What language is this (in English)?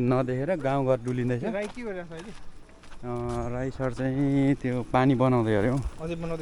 Nepali